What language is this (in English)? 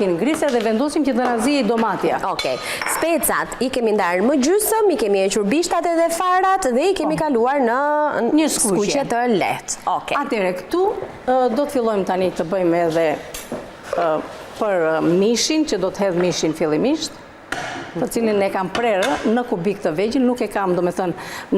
Albanian